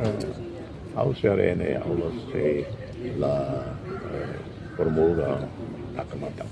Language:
Tetum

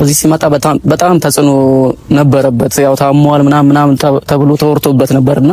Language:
Amharic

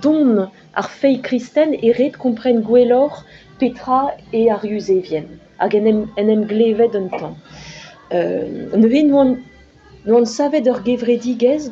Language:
Breton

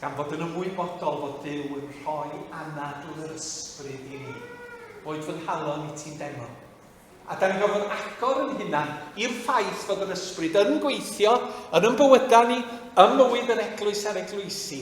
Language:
Welsh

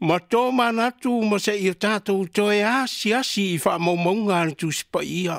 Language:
Samoan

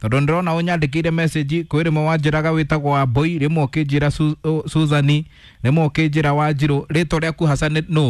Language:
Kikuyu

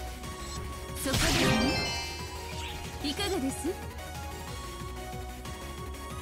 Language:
Japanese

